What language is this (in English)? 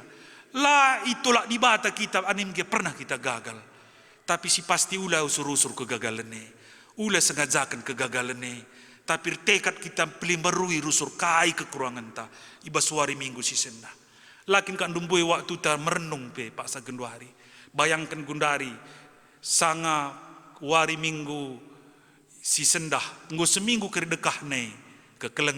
Batak Karo